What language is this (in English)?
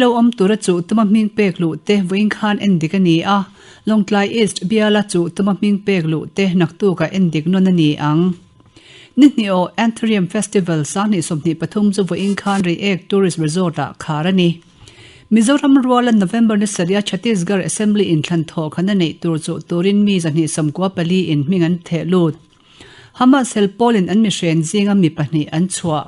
Mizo